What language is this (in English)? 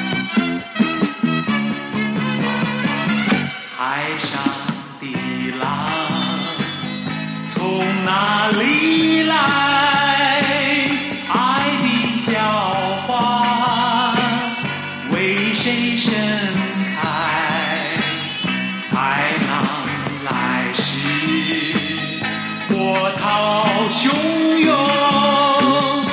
Chinese